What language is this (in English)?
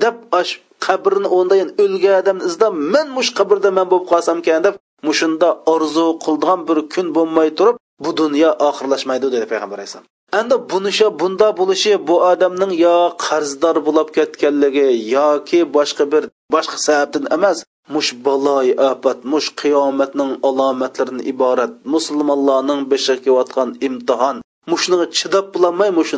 Uyghur